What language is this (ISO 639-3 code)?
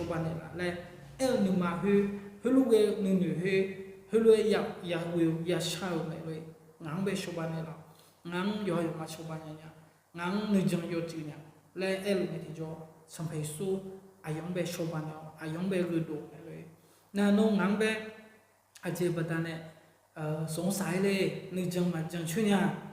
ahk